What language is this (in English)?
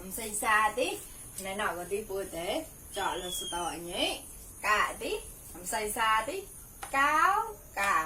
Mon